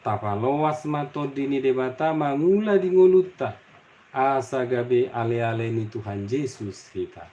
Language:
Batak Toba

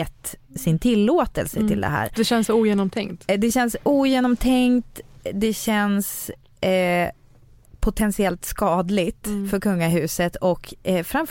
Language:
Swedish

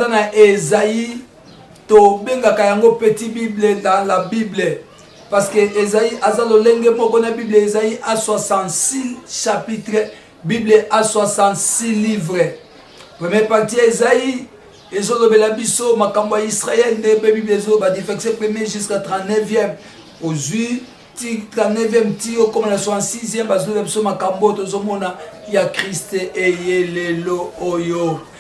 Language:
Lingala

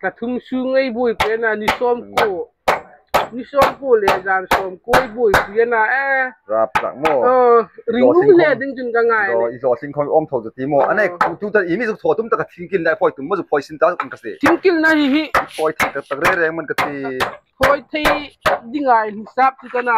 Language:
Hmar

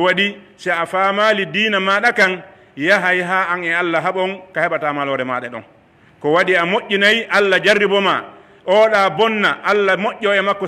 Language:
Pular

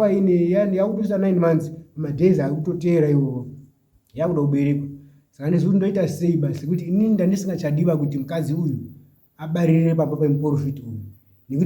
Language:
Shona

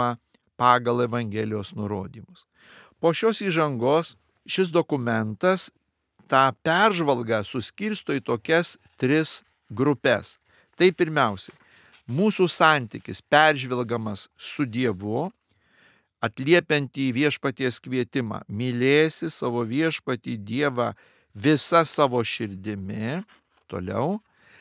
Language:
Lithuanian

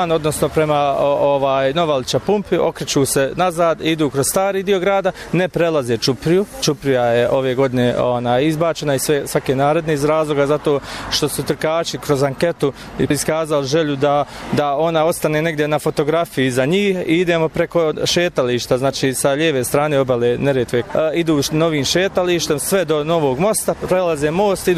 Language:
Bosnian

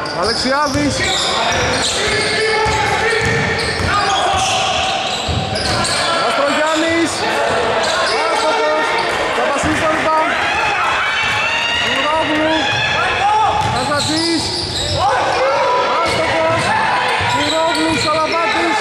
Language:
Greek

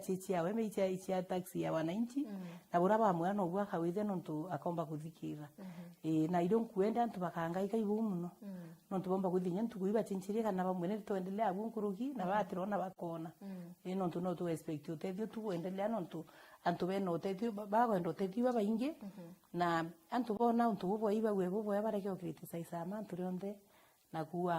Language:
Meru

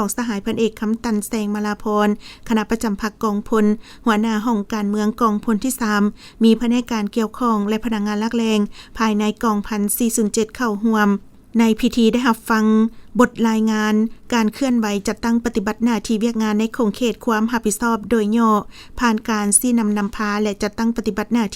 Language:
Lao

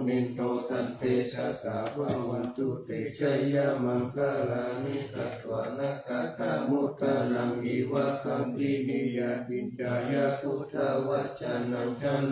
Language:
Pali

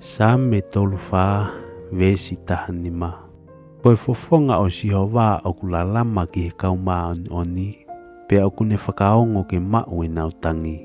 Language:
Tongan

